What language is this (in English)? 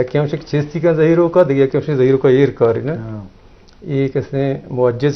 Eastern Balochi